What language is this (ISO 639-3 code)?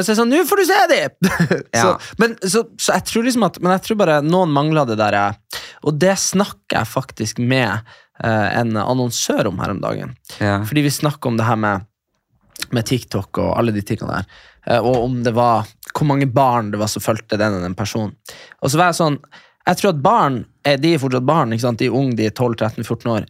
nor